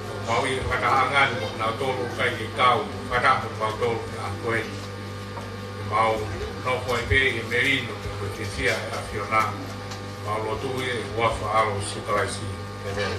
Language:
Tongan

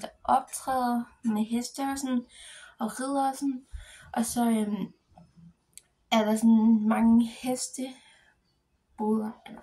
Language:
Danish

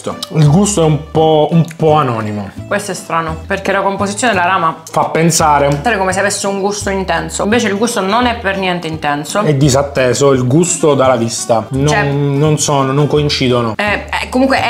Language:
Italian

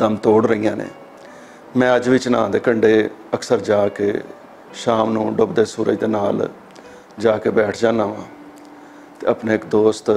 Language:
Western Panjabi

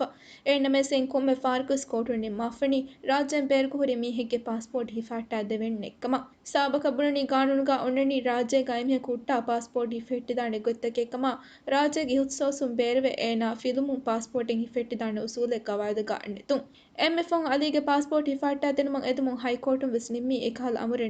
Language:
Divehi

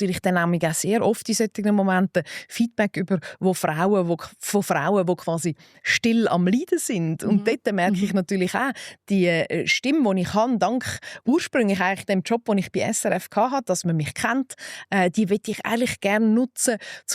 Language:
Swiss German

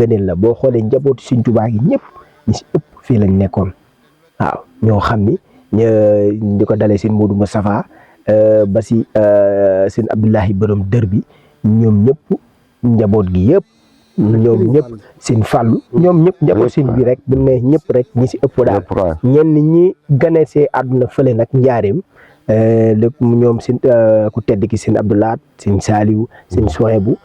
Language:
Wolof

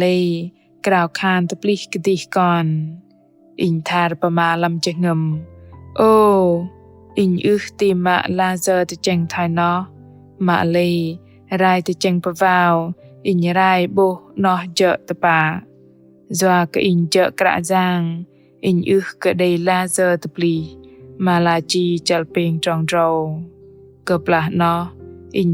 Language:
Bahnar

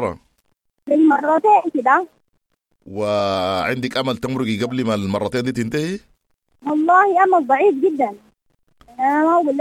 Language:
Sudanese Arabic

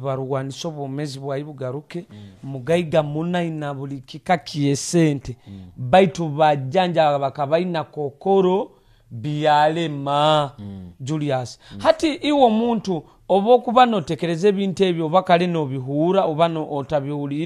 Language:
Nyoro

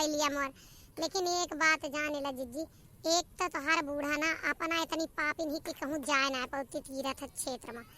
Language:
Awadhi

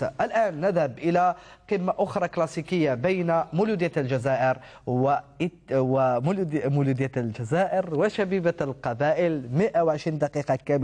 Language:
Algerian Arabic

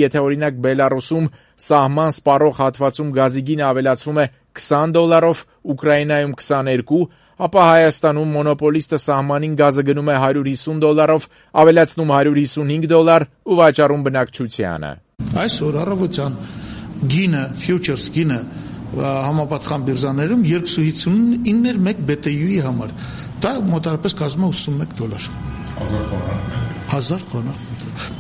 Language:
Armenian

